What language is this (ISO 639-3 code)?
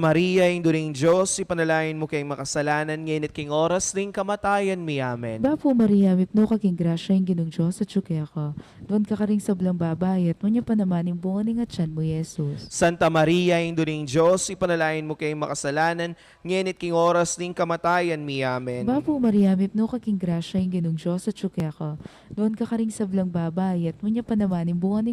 pam